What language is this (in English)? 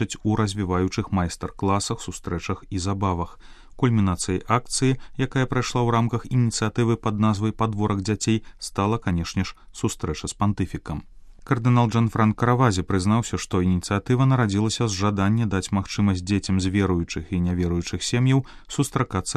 Belarusian